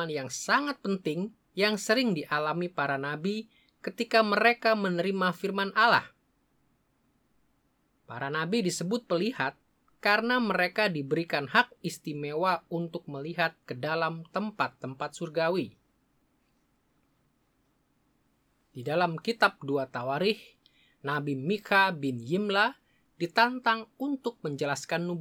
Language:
Indonesian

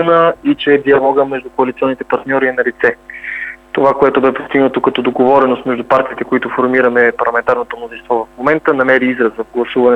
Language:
Bulgarian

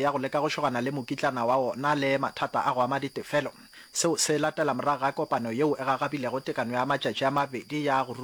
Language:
Northern Sotho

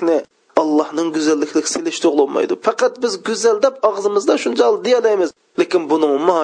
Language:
Uyghur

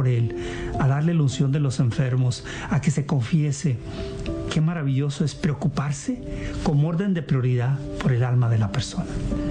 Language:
Spanish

